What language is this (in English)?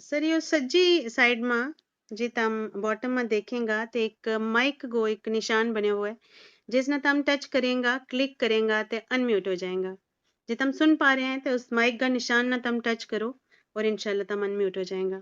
Gujari